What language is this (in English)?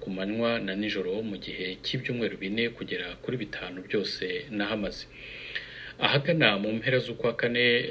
Kinyarwanda